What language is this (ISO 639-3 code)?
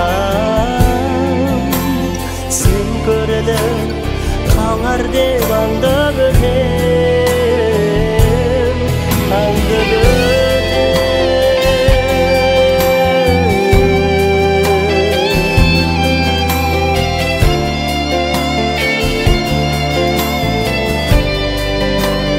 kaz